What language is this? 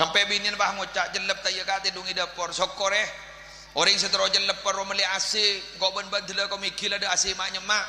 Madurese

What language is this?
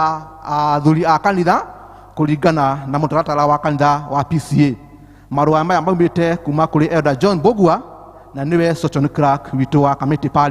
Kikuyu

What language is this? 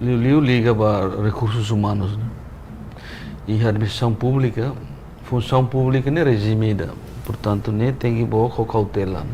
Tetum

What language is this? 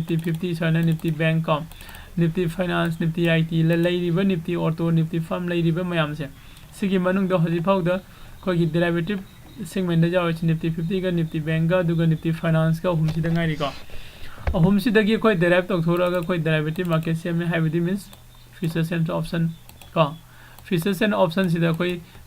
Manipuri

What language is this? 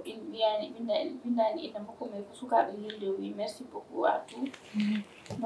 Fula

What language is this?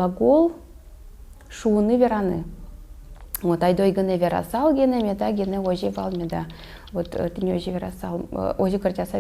Udmurt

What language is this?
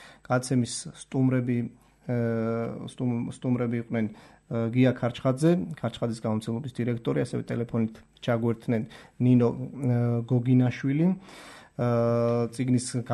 Georgian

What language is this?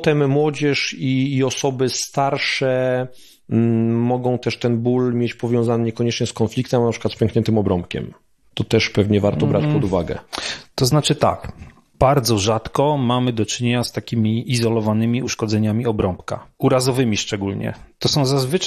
Polish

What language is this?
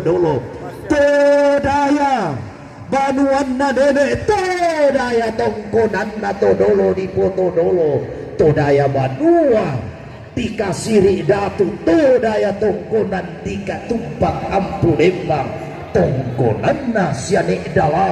Toraja-Sa'dan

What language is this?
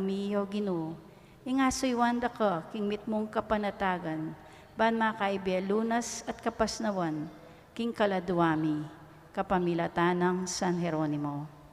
Pampanga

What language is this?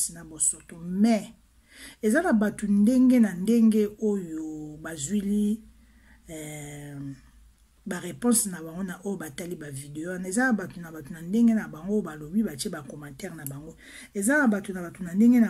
Lingala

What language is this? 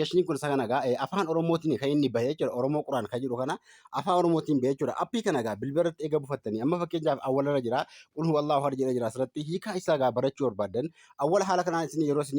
Oromo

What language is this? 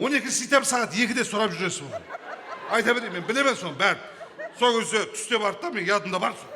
Kara-Kalpak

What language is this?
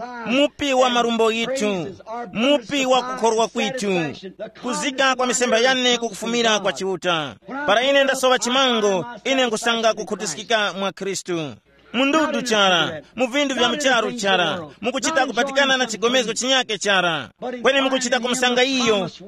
Tumbuka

